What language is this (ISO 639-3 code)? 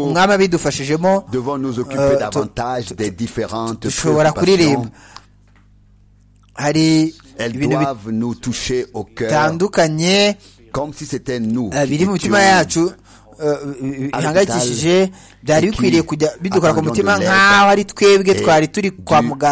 kin